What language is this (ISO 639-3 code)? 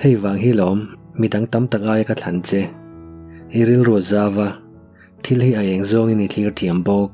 lus